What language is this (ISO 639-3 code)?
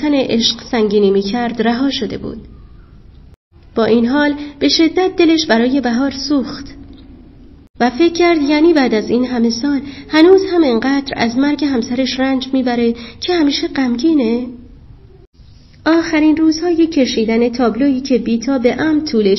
fas